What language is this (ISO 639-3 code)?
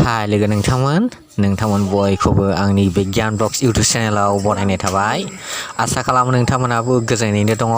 brx